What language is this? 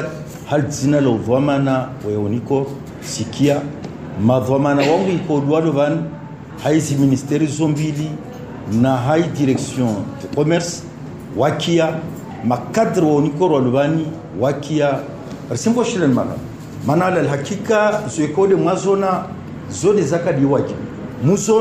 Swahili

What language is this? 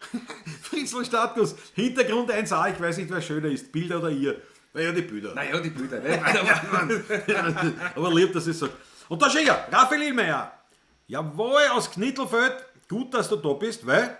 Bavarian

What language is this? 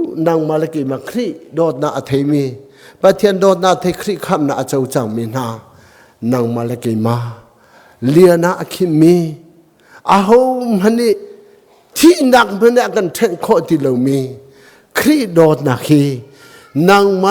Hakha Chin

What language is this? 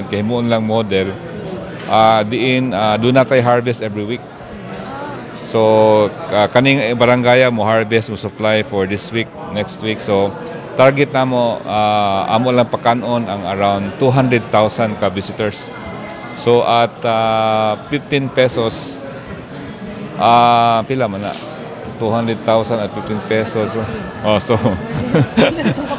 Cebuano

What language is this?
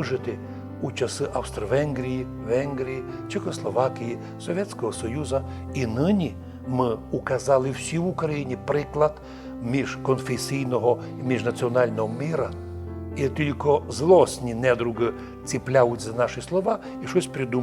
Rusyn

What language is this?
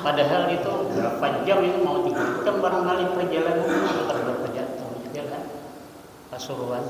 Banjar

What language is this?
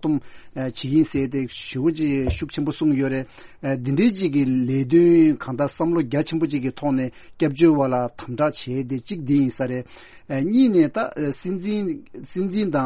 Tibetan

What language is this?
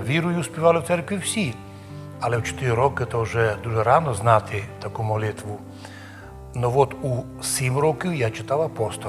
Rusyn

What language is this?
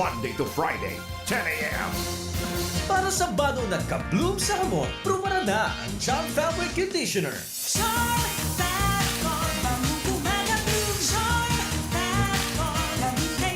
Bikol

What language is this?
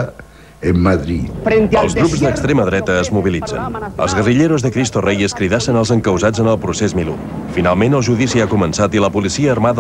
Catalan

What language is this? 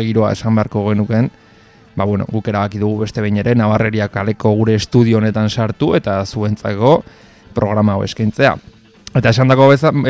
Basque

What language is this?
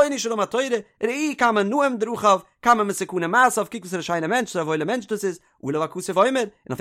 Yiddish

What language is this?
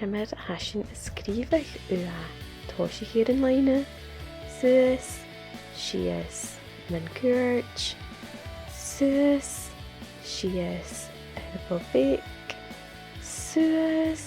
Scottish Gaelic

